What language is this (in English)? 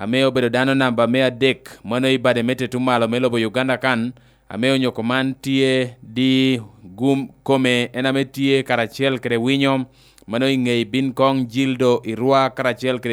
Lango (Uganda)